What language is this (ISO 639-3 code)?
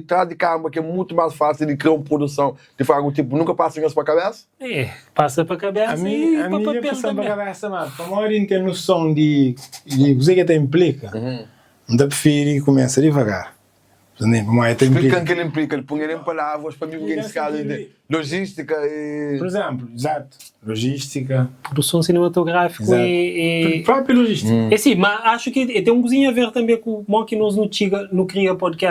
kea